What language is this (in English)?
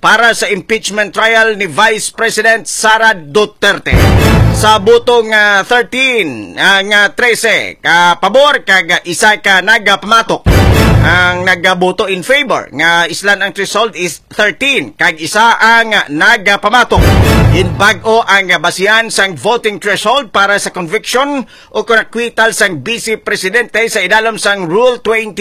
Hiligaynon